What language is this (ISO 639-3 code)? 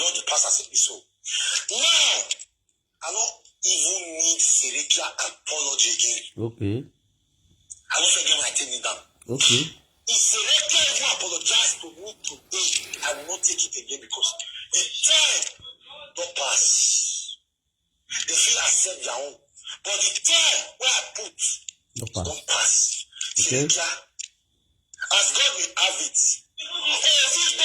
pcm